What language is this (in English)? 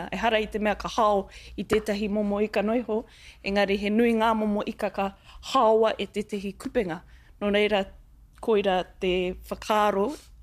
Māori